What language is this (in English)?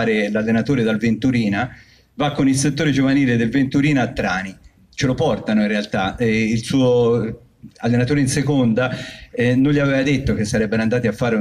Italian